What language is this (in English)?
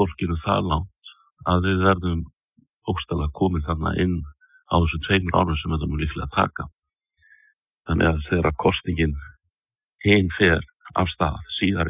Icelandic